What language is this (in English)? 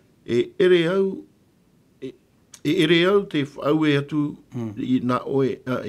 Tahitian